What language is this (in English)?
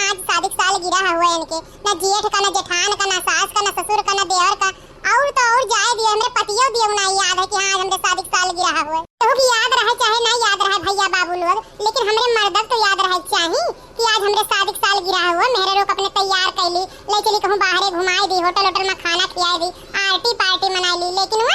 Awadhi